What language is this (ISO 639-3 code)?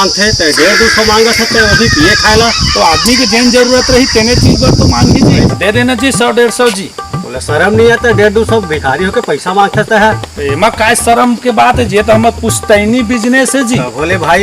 hne